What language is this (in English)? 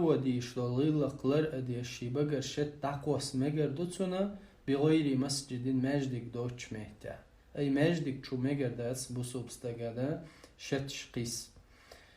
Chechen